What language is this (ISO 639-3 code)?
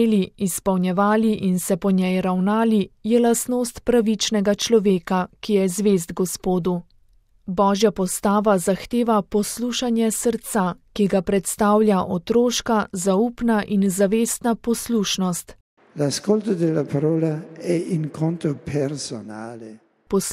slv